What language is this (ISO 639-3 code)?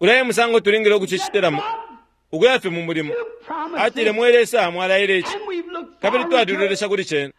bem